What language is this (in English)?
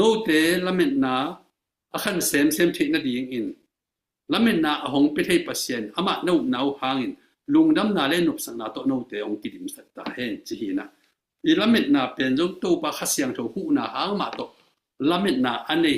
Tedim Chin